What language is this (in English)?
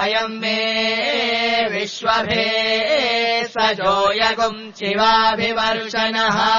Sanskrit